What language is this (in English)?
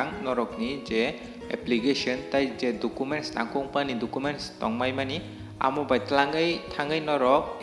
Kok Borok